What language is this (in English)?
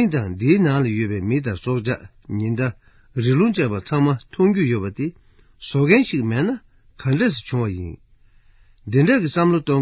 Tibetan